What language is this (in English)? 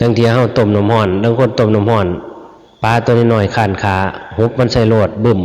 Northeastern Thai